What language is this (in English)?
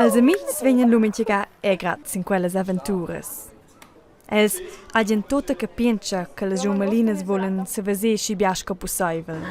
Romansh